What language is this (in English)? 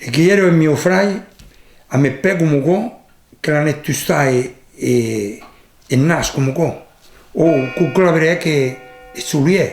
Occitan